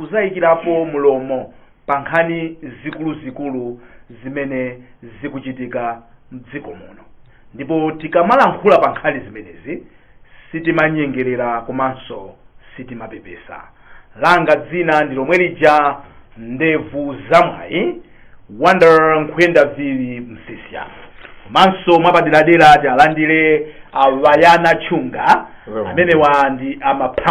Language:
Nyanja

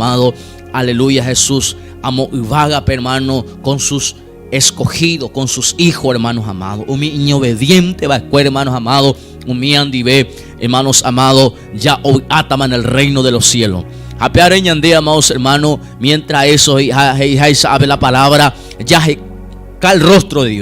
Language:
Guarani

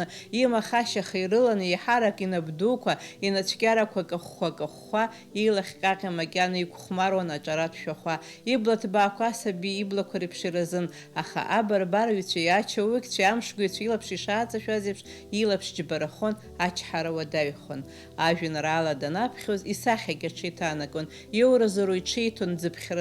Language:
Abkhazian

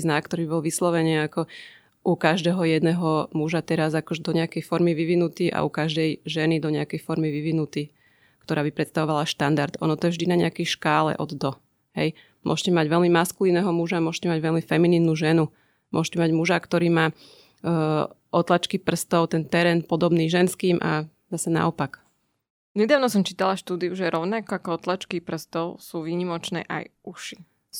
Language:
Slovak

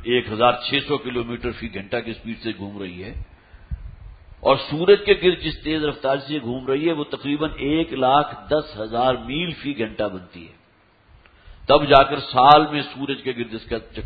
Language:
Urdu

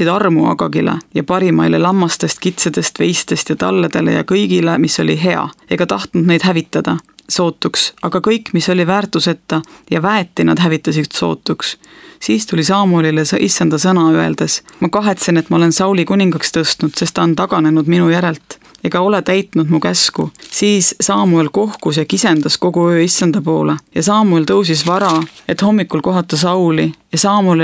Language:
Estonian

